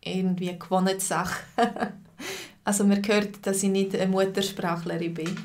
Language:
Swiss German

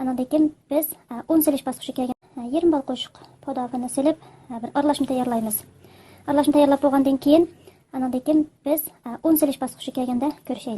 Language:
Uyghur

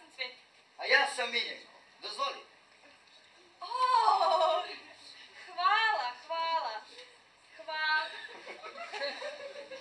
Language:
Serbian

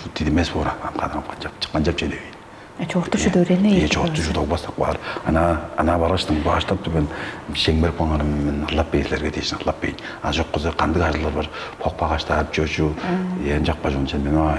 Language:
Tuvinian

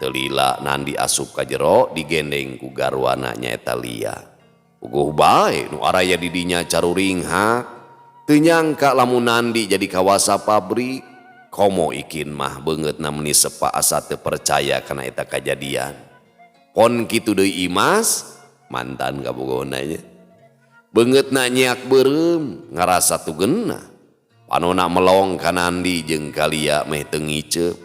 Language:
Sundanese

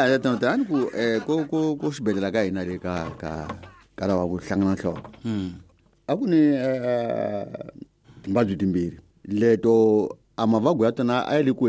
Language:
Tsonga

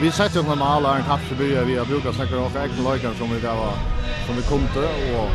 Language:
Faroese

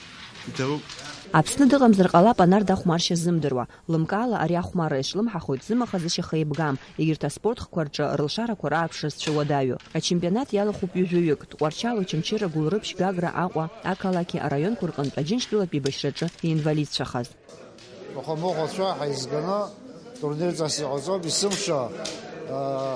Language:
Abkhazian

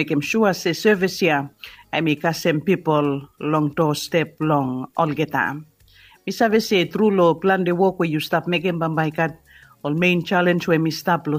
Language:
Bislama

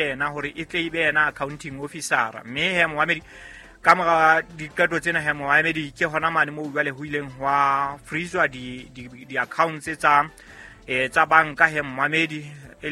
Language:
Southern Sotho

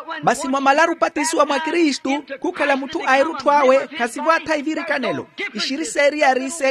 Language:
Makhuwa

